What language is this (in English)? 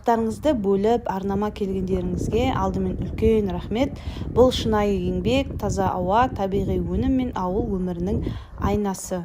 Kazakh